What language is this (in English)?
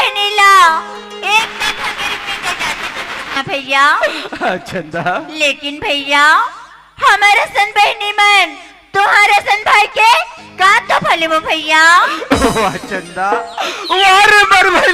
Chhattisgarhi